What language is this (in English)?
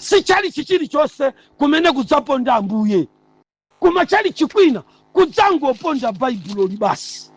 Nyanja